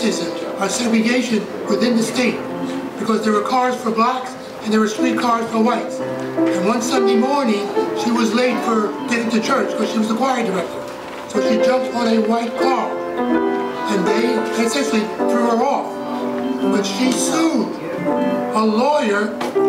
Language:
English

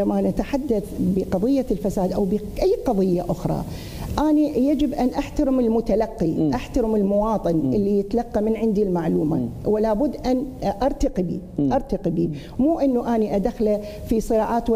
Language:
Mesopotamian Arabic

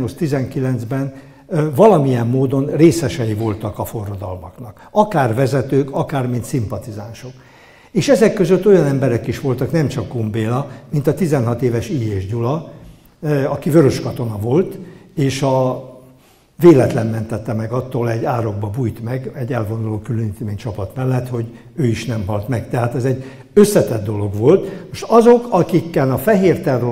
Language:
Hungarian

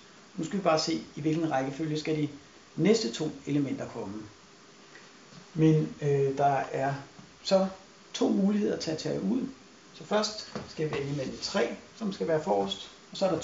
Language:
Danish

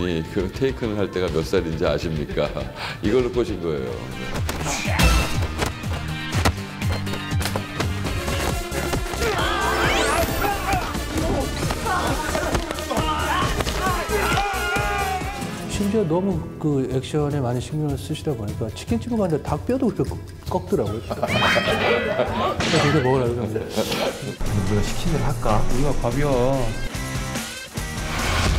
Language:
Korean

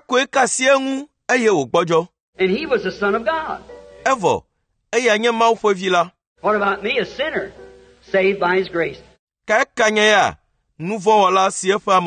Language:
Ewe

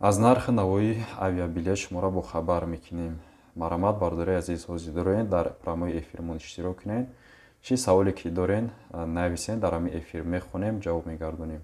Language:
Tajik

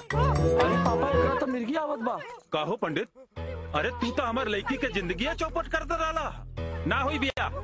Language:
Bhojpuri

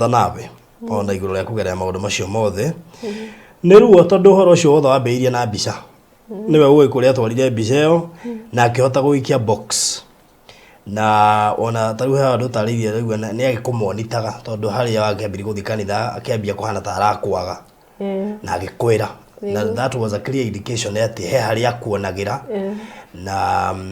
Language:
Kikuyu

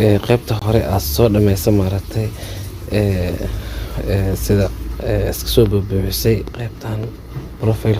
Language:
Somali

